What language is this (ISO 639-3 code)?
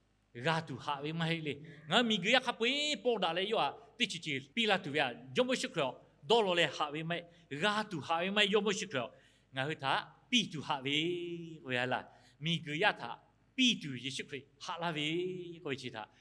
lhu